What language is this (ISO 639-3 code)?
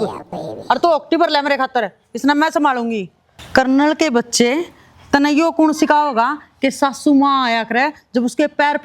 bgc